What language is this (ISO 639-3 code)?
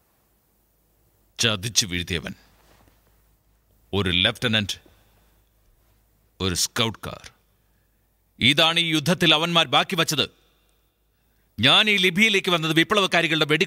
mal